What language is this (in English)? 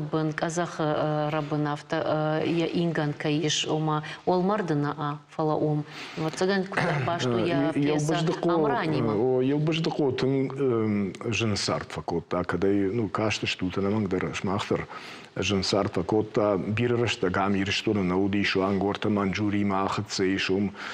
Ossetic